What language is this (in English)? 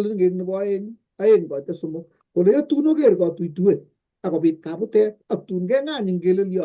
Kalenjin